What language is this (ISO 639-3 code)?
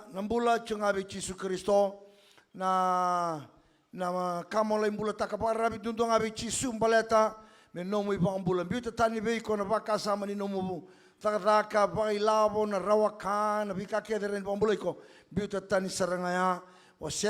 fij